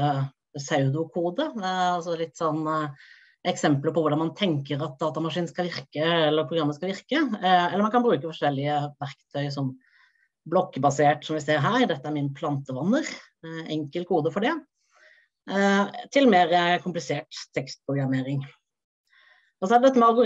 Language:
Norwegian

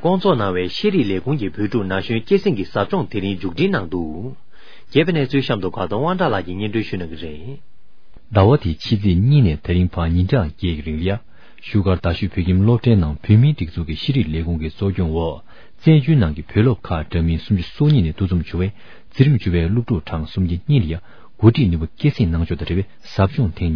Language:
Tibetan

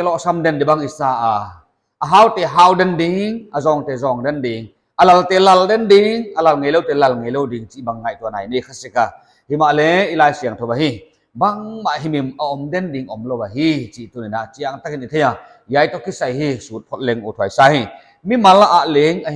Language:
Paite Chin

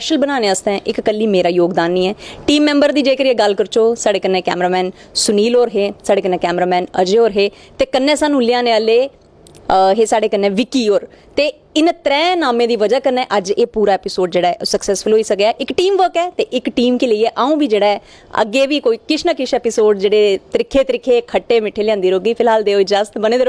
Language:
Dogri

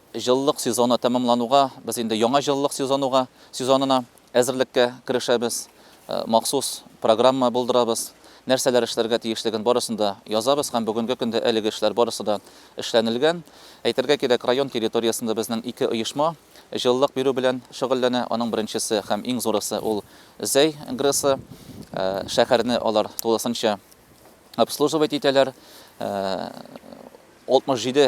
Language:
Tatar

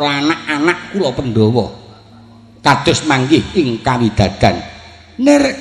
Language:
Javanese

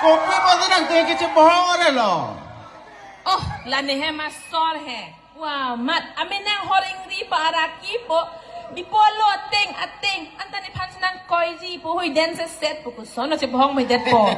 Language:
Karbi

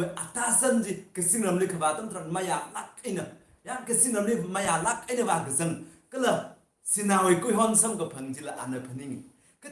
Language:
Tangkhul Naga (India)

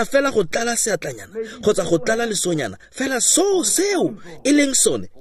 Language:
Tswana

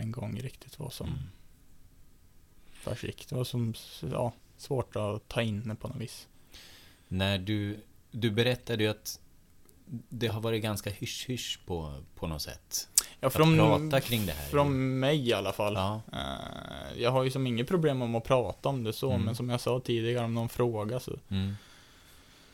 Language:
Swedish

